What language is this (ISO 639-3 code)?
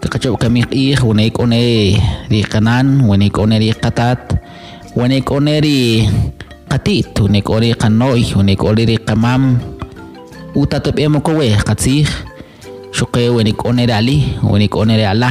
quc